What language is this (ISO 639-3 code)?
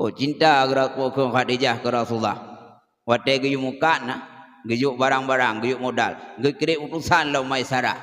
ace